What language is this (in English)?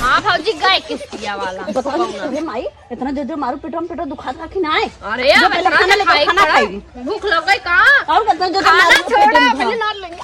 Awadhi